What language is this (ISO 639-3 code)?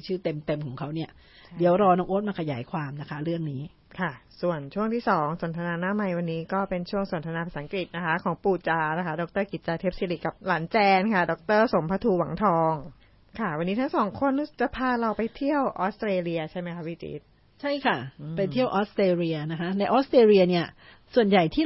tha